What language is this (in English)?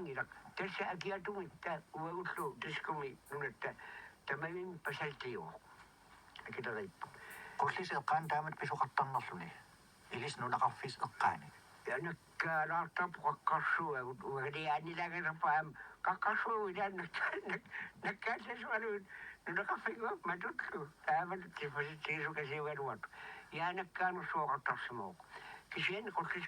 Kalaallisut